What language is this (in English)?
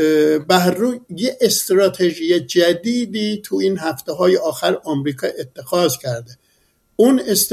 Persian